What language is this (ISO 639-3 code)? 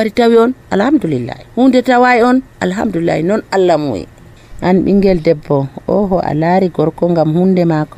fuv